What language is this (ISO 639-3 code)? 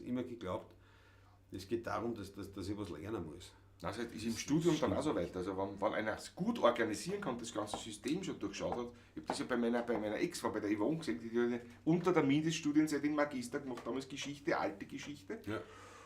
bar